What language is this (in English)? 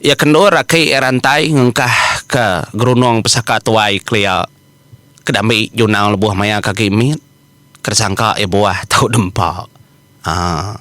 Iban